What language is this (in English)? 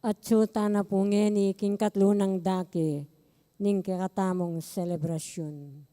Pampanga